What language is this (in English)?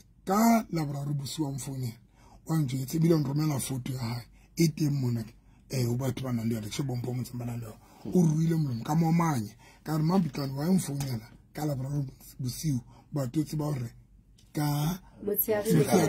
Southern Sotho